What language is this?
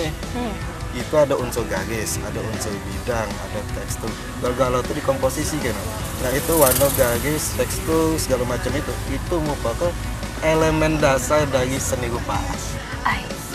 Musi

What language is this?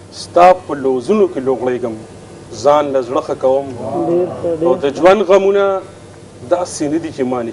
Pashto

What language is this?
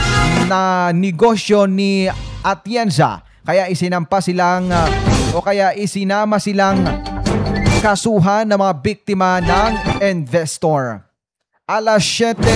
Filipino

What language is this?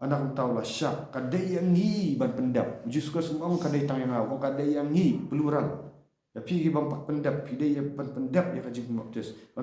Khasi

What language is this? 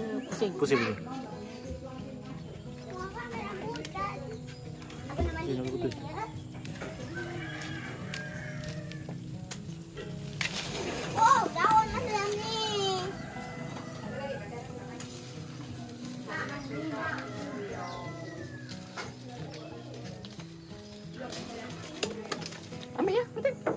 Malay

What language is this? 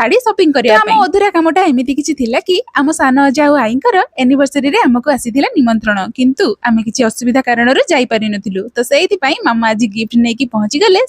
Odia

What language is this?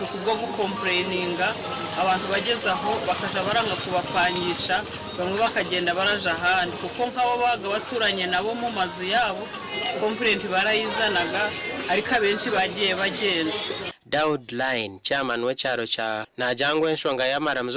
Nyankole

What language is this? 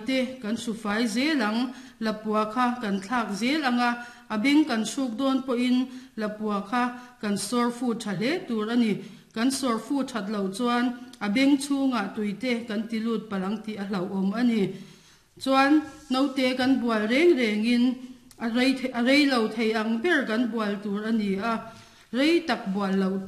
Mizo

